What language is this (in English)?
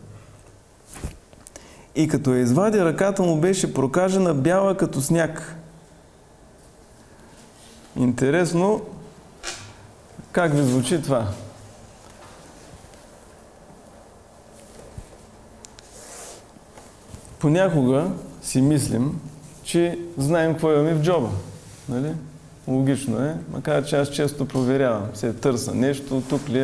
Bulgarian